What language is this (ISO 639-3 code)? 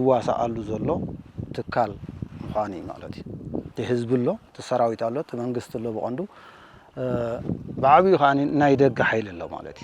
tir